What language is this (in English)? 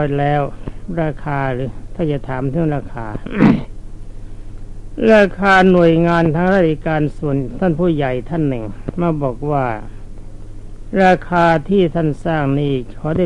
Thai